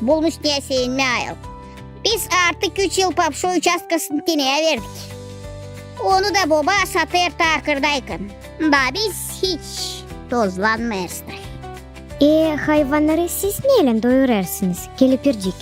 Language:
Gagauz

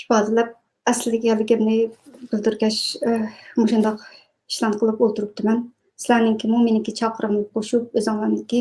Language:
Uyghur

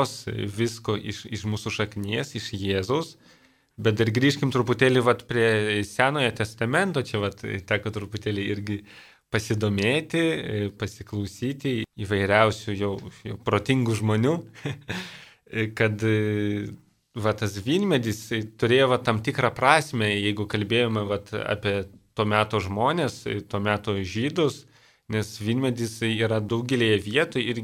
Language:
Lithuanian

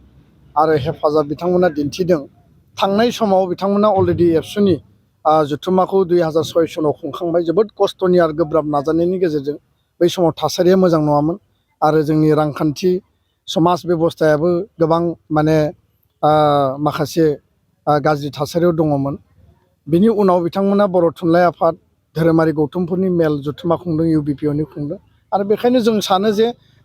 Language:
Bodo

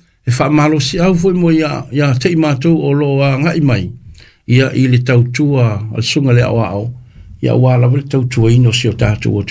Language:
Samoan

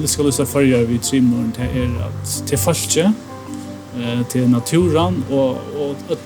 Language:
Faroese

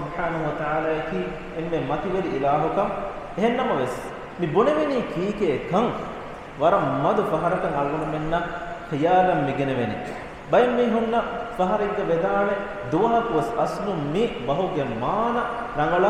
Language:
Divehi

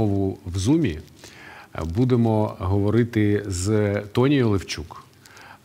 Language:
Ukrainian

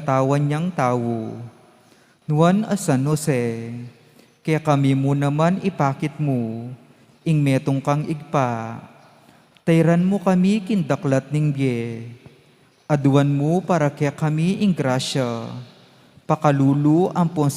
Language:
Pampanga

